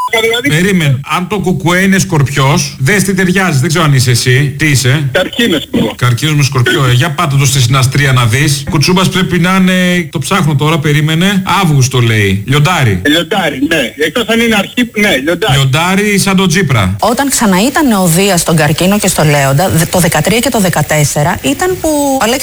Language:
Greek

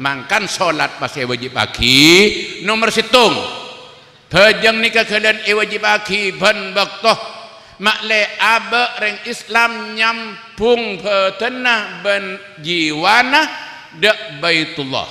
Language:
Madurese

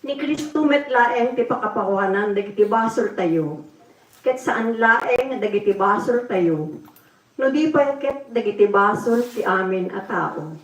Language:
Iloko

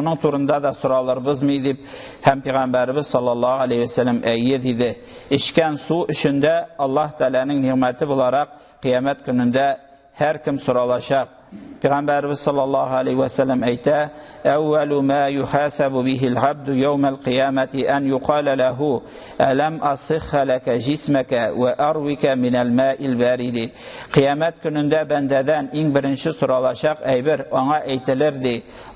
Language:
Tatar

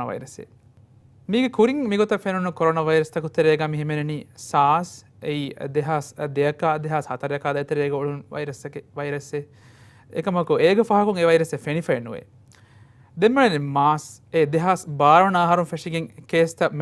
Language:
Divehi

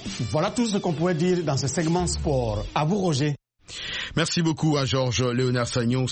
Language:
French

